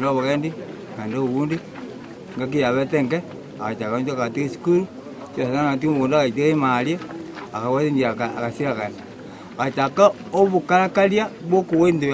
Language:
Gusii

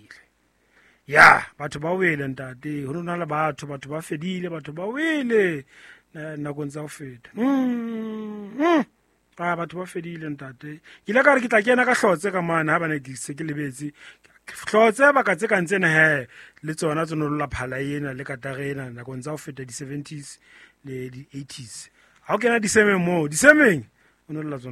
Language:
Southern Sotho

